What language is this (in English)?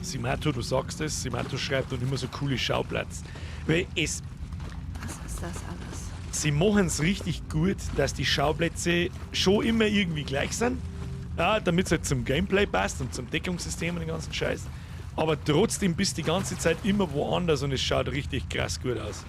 Bavarian